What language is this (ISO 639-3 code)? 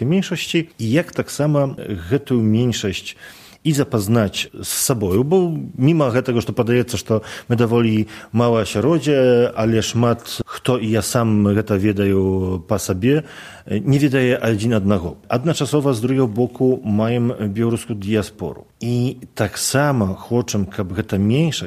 bel